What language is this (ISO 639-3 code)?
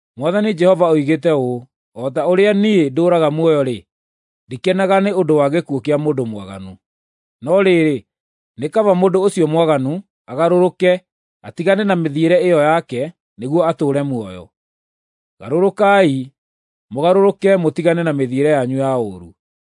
kik